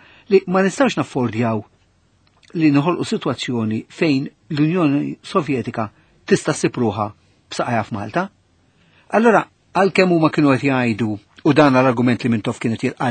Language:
Maltese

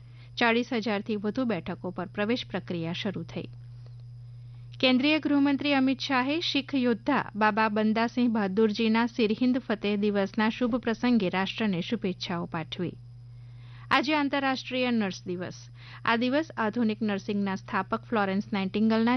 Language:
Gujarati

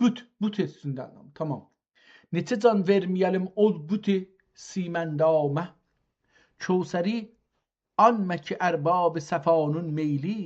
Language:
South Azerbaijani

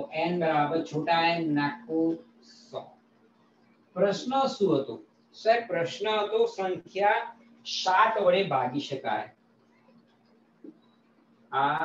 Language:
Gujarati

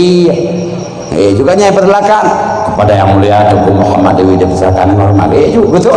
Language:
Achinese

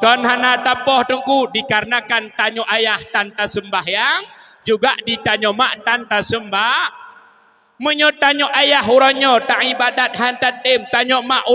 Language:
Achinese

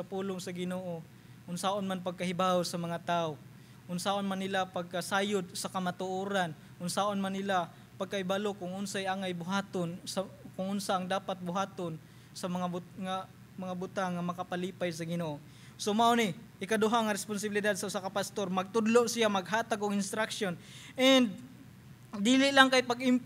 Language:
Cebuano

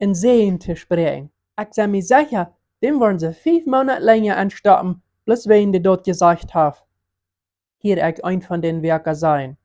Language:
Plautdietsch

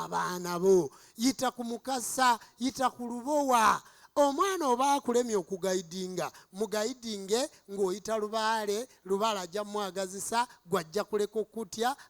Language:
Ganda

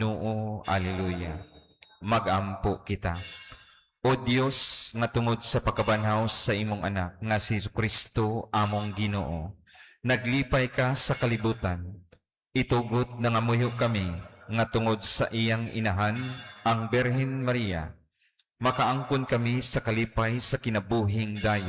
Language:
Cebuano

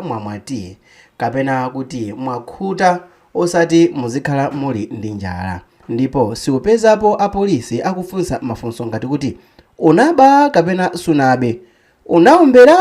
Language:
Nyanja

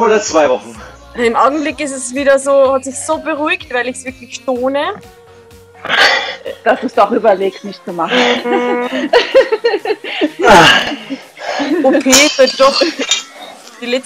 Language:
German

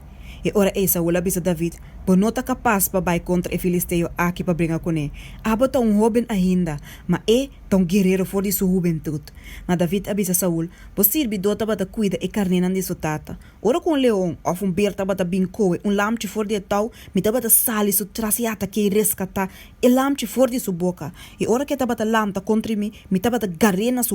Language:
Papiamento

